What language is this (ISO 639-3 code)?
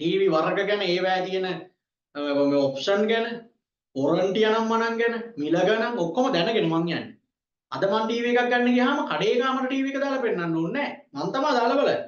sin